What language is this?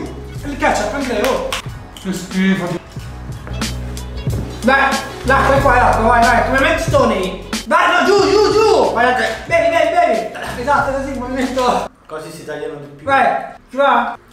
Italian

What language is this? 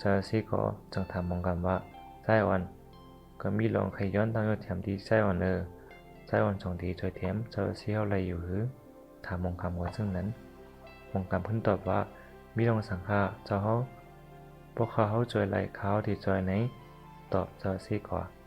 Shan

